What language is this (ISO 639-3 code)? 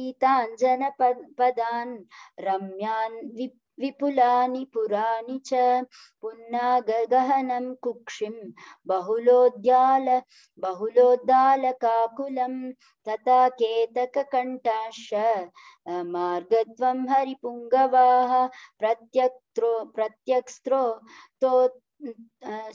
san